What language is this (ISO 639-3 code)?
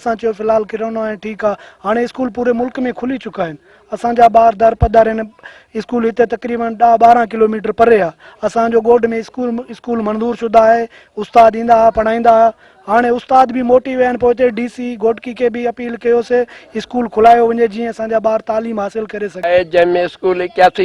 snd